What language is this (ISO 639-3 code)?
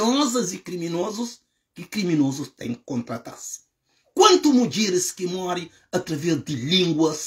kea